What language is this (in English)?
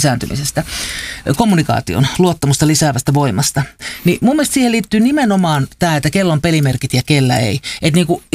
Finnish